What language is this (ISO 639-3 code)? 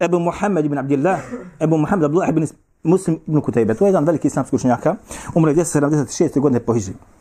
bos